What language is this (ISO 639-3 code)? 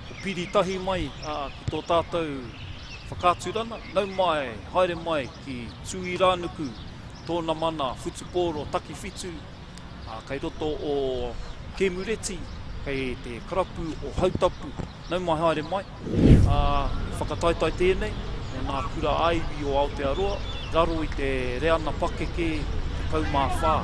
mri